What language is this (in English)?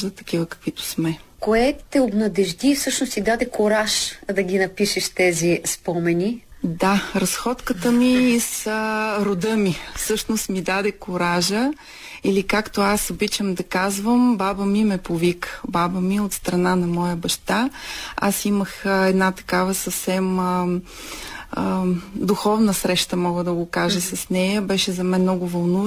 Bulgarian